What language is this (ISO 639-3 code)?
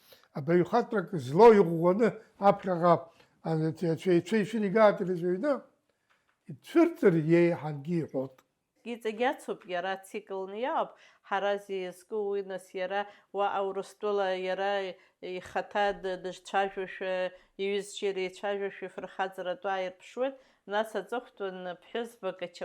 abk